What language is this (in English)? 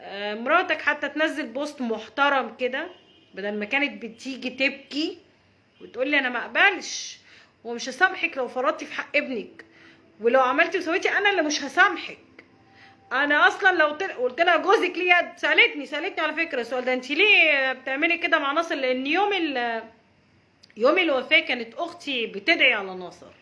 Egyptian Arabic